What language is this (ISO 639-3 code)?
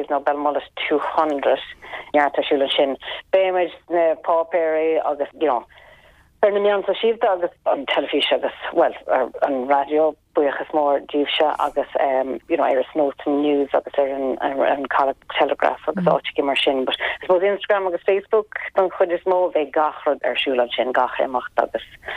gle